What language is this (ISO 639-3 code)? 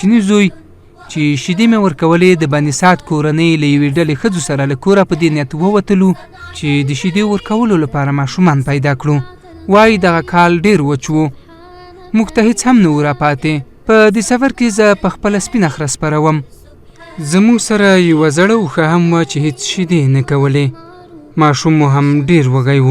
pus